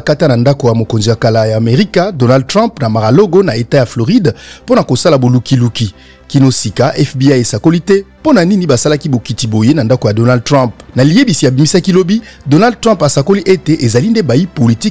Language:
Lingala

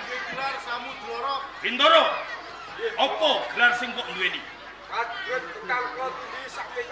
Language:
Javanese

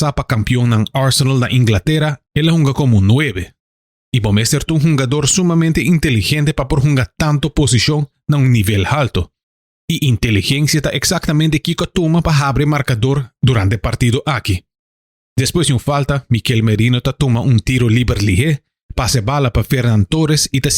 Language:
Papiamento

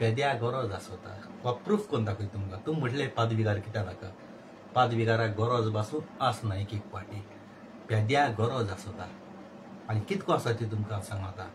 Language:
Konkani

